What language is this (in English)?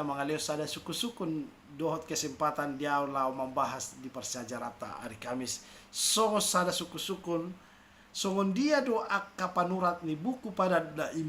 Batak Toba